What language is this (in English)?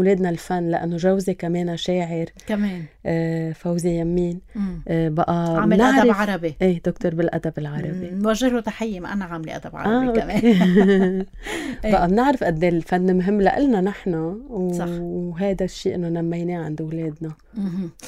North Levantine Arabic